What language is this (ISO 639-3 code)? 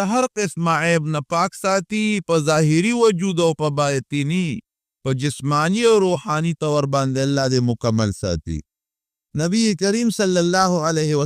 pus